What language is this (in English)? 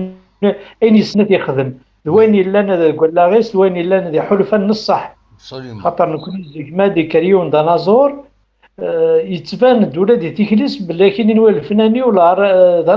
Kabyle